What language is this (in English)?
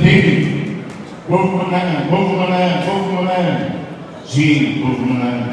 Tetum